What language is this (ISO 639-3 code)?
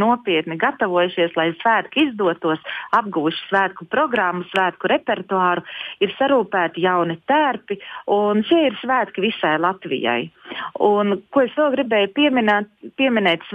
lav